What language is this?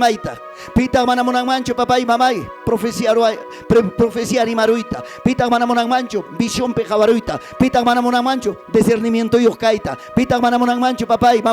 Ayacucho Quechua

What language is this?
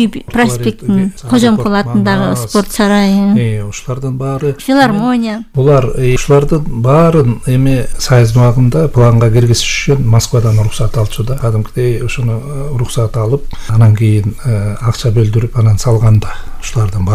Kyrgyz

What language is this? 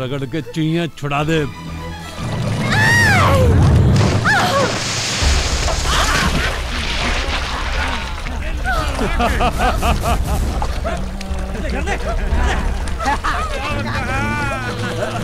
Bhojpuri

